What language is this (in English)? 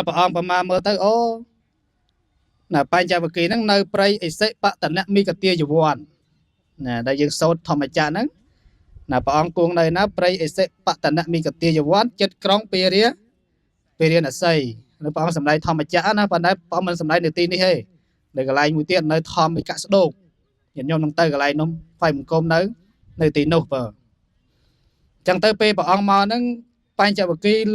Khmer